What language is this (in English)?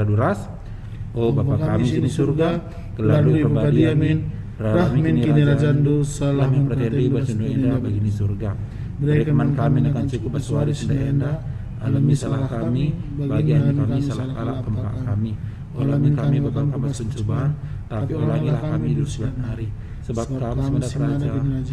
Batak Karo